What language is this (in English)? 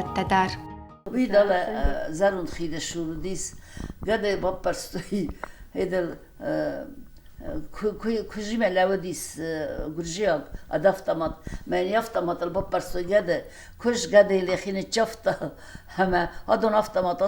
Ossetic